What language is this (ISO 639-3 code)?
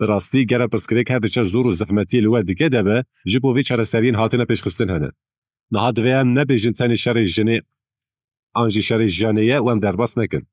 kur